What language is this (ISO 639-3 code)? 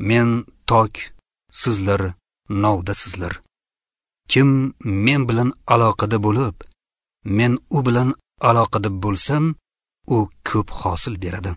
uzb